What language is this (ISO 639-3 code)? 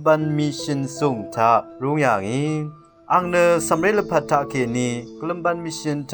raw